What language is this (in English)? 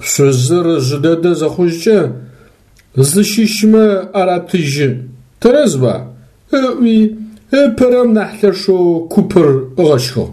Adyghe